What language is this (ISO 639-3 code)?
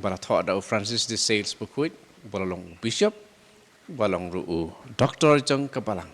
kha